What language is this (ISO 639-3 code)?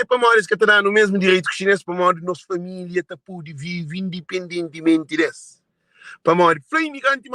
kea